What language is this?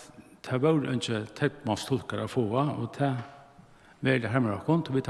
Faroese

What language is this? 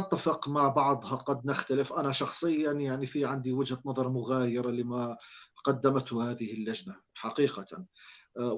North Levantine Arabic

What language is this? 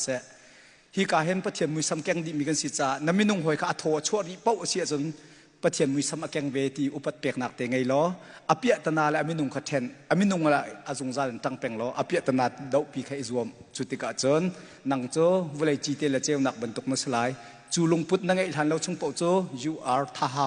Hakha Chin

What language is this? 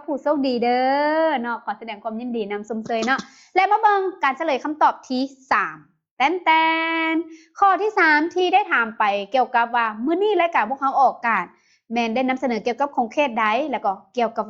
Lao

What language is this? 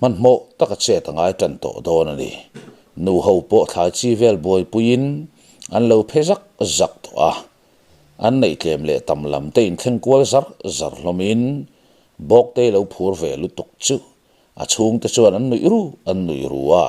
Mizo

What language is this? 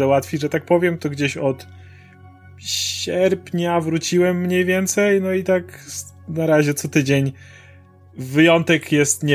Polish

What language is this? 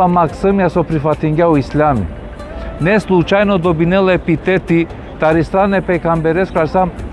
Balkan Romani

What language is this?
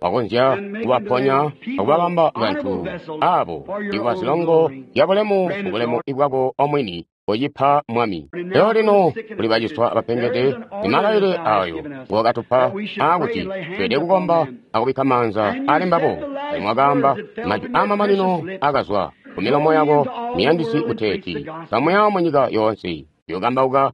Tonga (Zambia)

